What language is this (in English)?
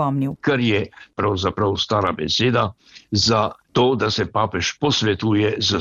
Slovenian